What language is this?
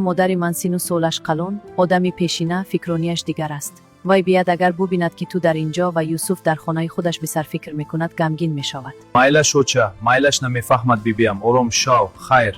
Tajik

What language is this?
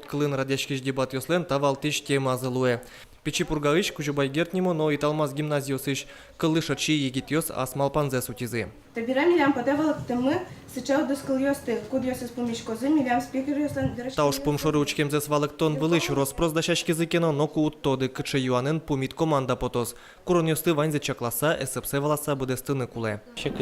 Udmurt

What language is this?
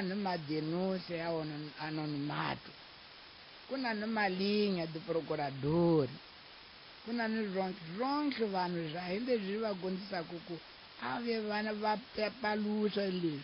Tsonga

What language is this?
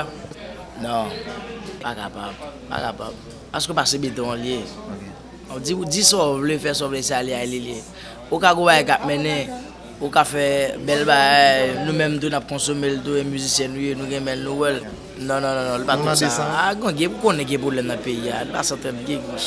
Haitian Creole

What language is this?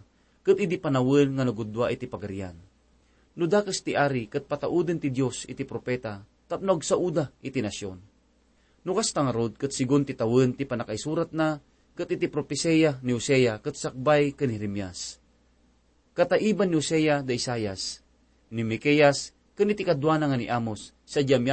Iloko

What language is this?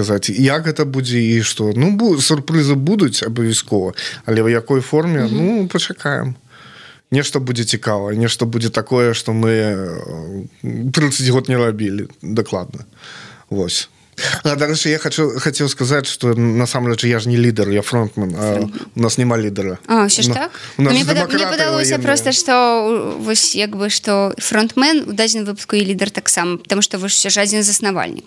Belarusian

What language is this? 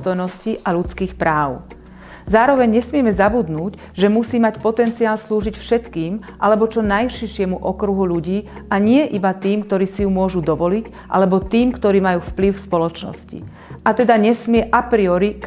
Slovak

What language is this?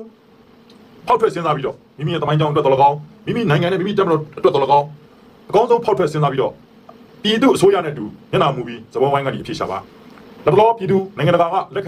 Burmese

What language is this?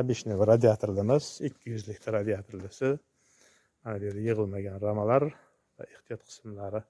Uzbek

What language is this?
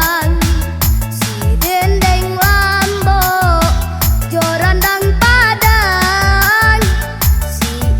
Minangkabau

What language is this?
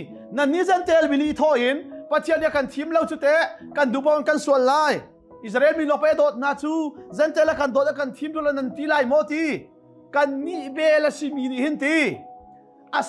Hakha Chin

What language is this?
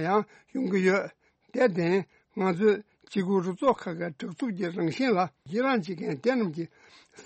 Tibetan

